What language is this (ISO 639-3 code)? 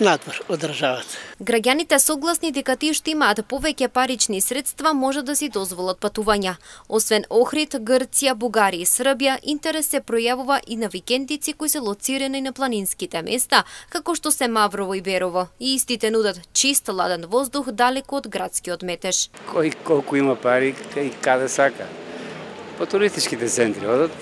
mkd